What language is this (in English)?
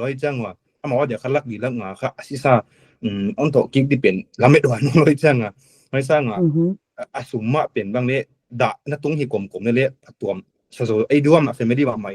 Paite Chin